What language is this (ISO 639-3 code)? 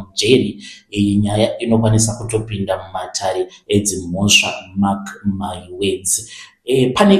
sna